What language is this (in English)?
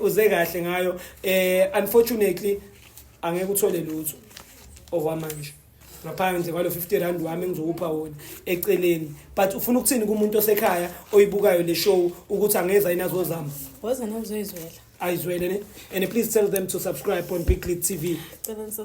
Zulu